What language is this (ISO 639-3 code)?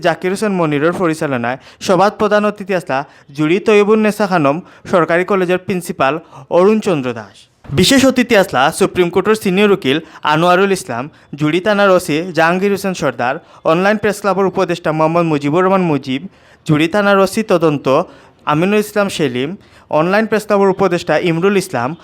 syl